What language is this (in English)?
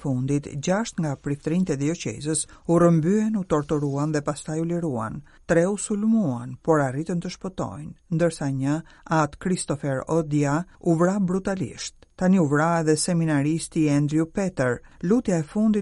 Albanian